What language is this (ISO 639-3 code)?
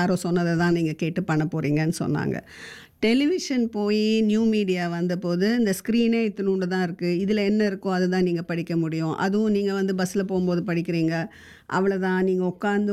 tam